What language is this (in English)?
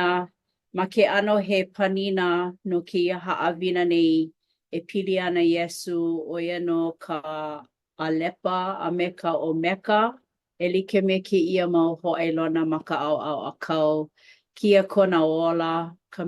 Hawaiian